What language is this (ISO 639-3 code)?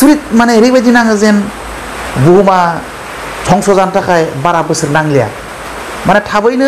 brx